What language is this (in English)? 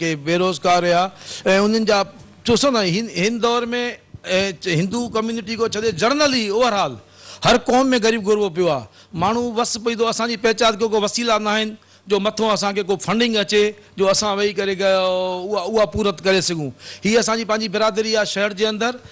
Sindhi